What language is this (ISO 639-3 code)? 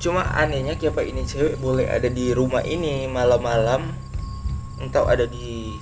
xmm